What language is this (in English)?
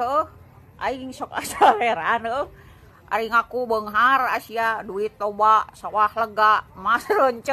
Sundanese